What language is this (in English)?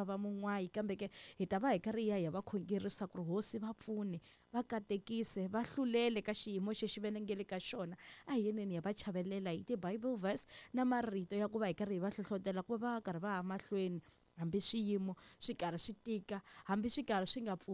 Tsonga